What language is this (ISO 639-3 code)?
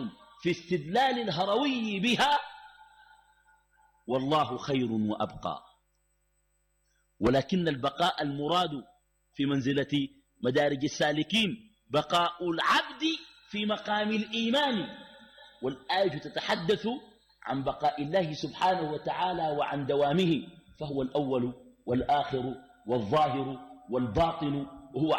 ara